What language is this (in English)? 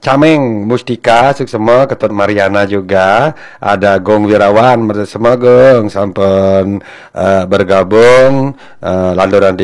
Balinese